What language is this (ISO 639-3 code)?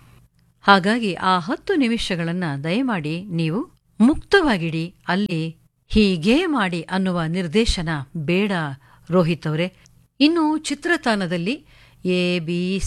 kan